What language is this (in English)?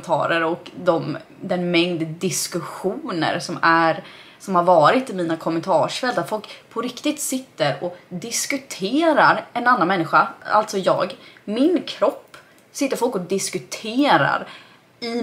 Swedish